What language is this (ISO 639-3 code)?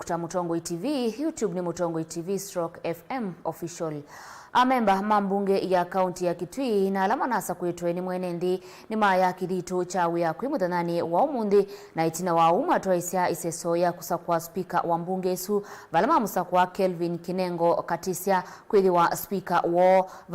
kam